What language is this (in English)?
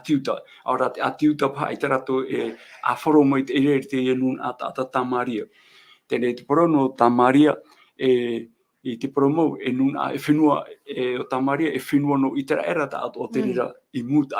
Tahitian